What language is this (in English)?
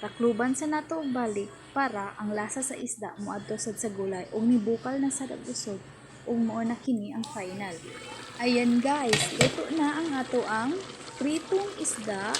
Cebuano